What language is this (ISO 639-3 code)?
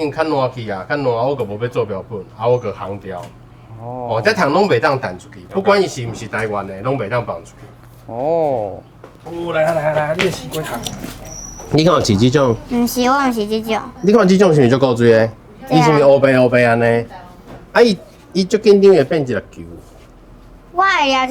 nan